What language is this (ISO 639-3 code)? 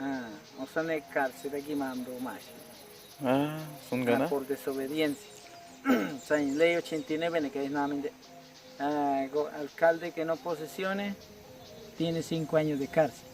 kwi